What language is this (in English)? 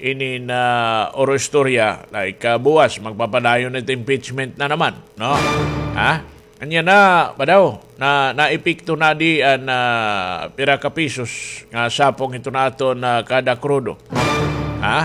Waray